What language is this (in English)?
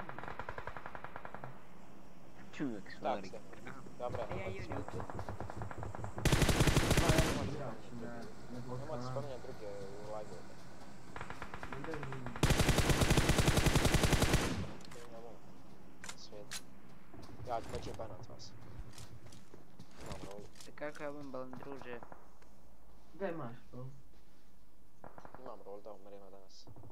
Bosnian